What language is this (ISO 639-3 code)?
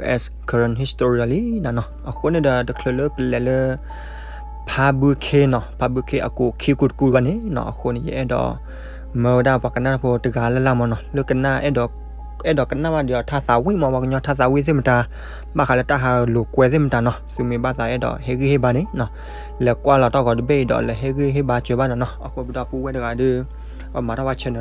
ksw